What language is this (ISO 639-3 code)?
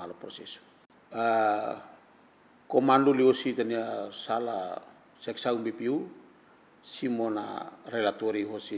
tet